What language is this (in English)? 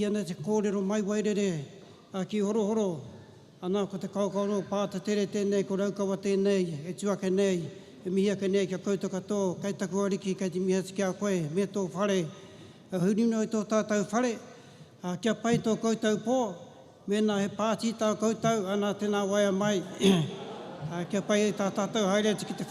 Māori